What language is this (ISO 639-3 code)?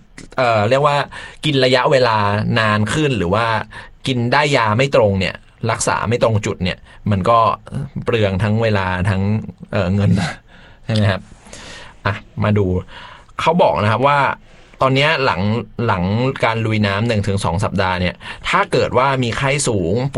tha